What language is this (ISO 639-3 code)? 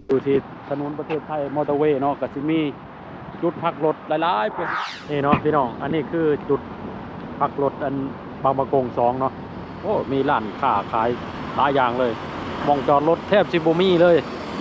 lao